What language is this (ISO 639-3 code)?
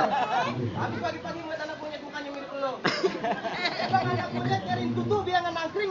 bew